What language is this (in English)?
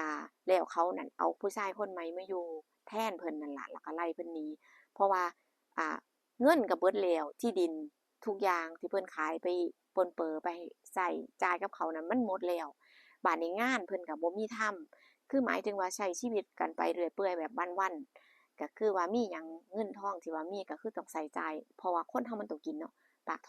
Northeastern Thai